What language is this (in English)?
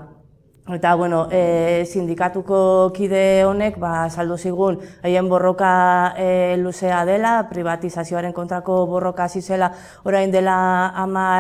Basque